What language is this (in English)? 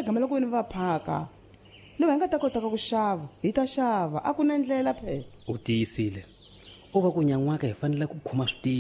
Tsonga